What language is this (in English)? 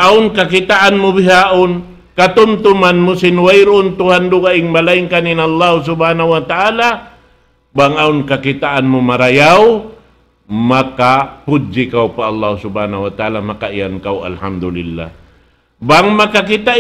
Tausug